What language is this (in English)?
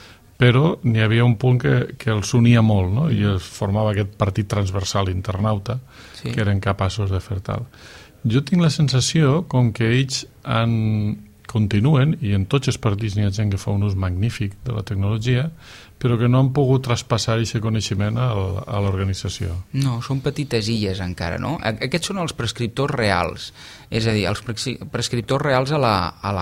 Catalan